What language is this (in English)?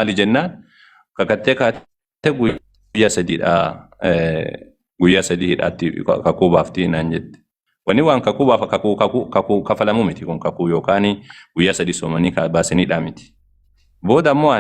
Oromo